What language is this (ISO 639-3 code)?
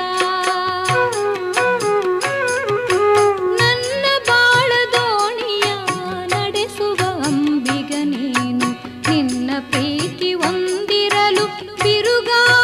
kan